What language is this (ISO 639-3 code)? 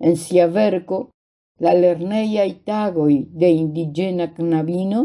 epo